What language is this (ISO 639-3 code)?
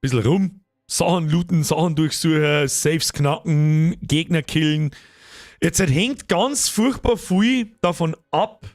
bar